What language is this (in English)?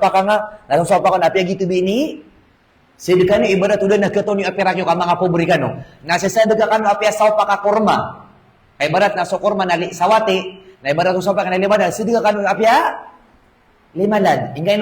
Maranao